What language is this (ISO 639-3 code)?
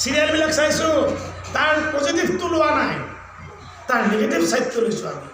asm